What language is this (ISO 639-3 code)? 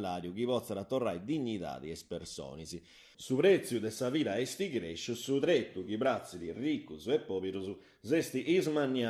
srd